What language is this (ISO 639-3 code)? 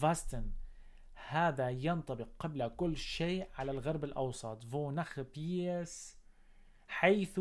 apc